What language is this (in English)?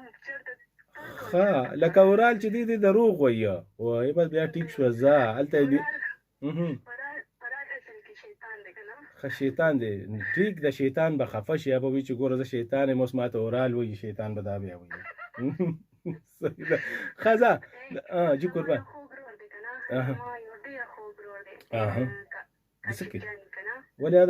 Pashto